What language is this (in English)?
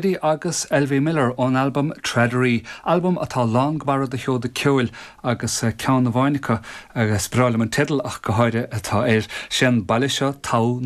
Irish